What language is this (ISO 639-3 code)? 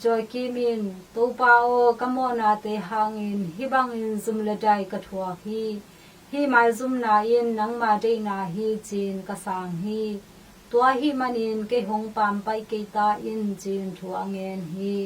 ctd